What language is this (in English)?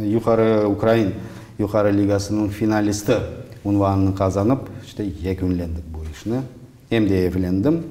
Crimean Tatar